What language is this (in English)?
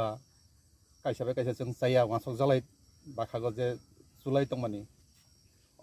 Kok Borok